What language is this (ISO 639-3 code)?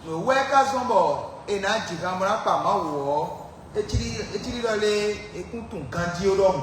fon